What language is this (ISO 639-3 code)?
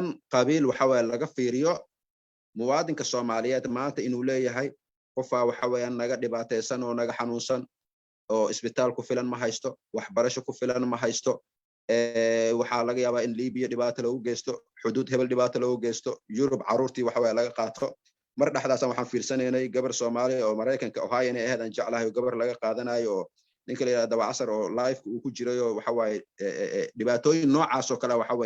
som